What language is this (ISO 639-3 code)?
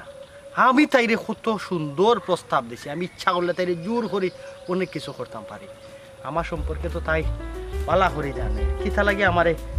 syl